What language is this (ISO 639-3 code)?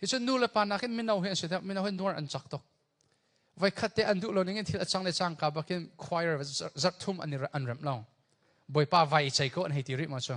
cnh